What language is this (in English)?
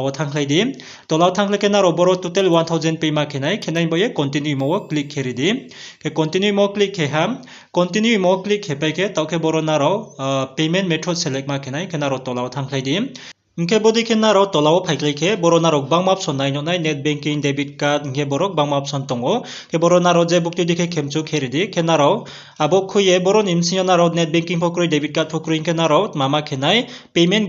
Riang (India)